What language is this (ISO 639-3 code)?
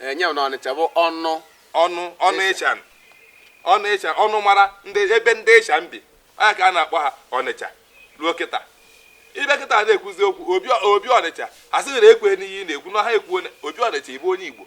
ibo